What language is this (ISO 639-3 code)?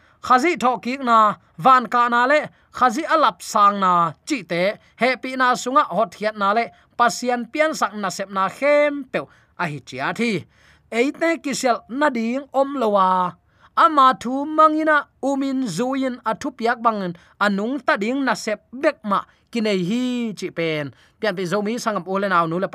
ctd